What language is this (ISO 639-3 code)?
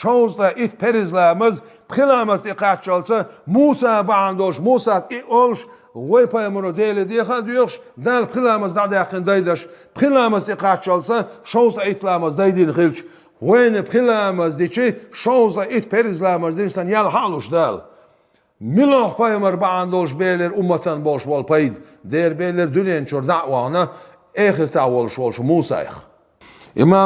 che